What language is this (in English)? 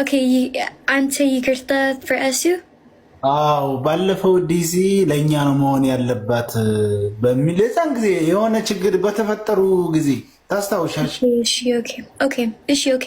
Amharic